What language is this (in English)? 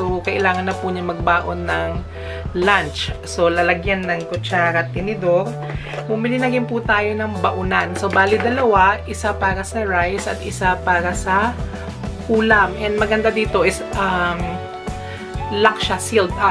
Filipino